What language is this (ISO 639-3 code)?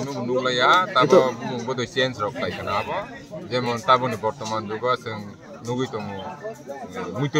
trp